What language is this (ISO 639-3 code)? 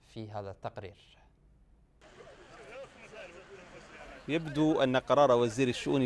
ara